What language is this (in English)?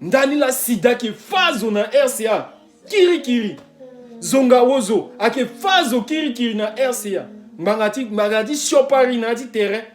Sango